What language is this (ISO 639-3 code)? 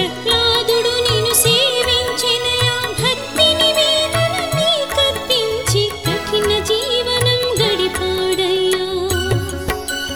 tel